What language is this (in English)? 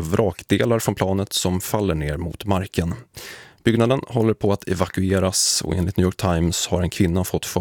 Swedish